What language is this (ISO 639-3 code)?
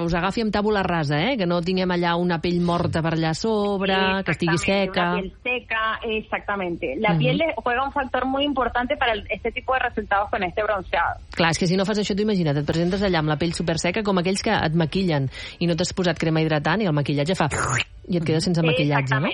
cat